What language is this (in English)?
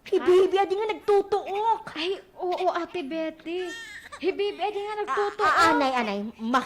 Waray